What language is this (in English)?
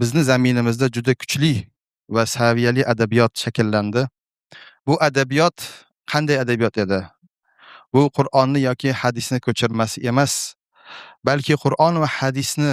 Uzbek